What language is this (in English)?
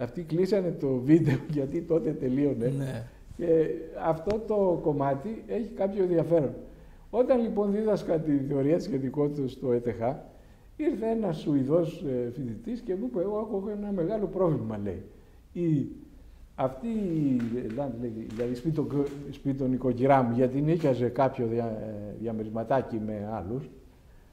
Greek